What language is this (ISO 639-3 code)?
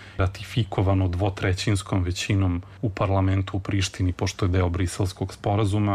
srp